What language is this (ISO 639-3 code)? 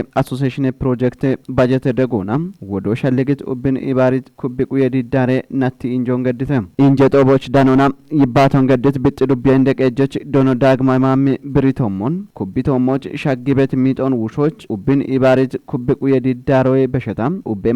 kbr